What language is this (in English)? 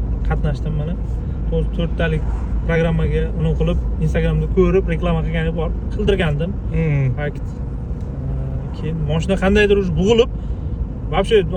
Uzbek